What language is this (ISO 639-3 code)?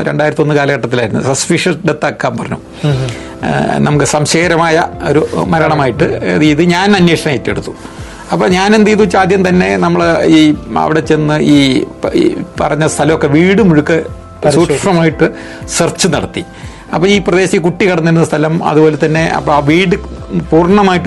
mal